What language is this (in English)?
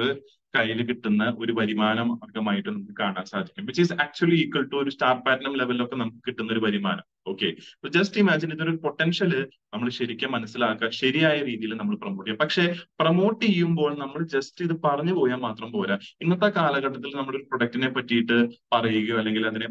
Malayalam